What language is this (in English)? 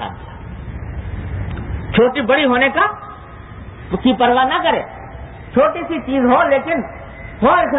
Urdu